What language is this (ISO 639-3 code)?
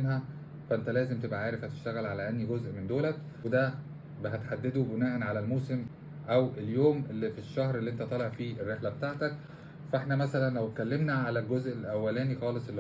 arz